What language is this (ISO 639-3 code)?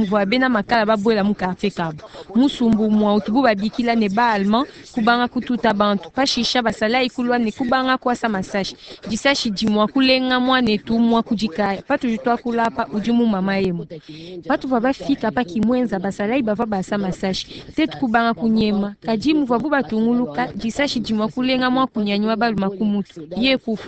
lua